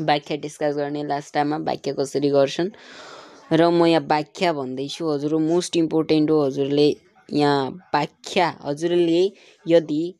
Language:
Nepali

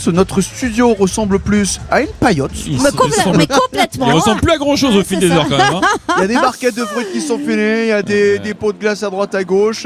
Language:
French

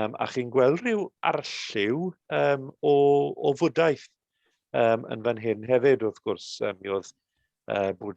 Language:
Welsh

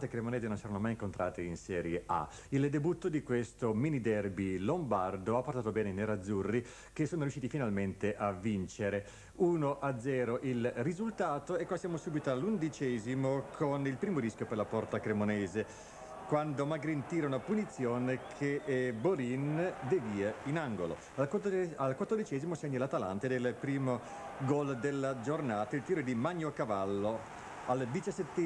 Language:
Italian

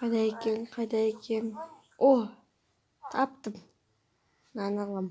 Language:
Kazakh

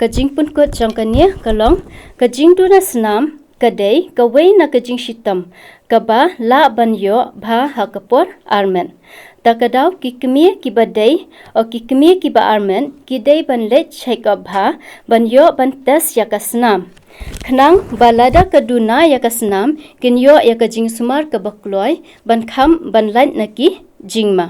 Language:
Khasi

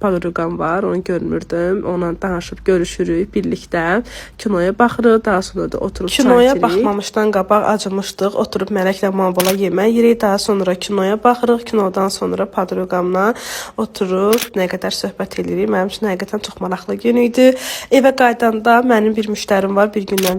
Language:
Azerbaijani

